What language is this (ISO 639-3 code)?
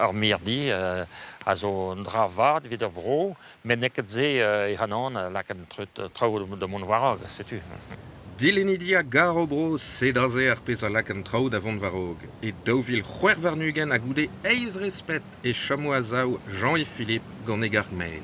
bre